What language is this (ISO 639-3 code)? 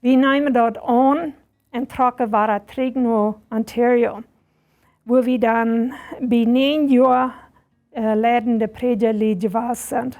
pdt